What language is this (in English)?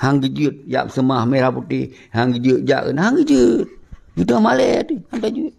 Achinese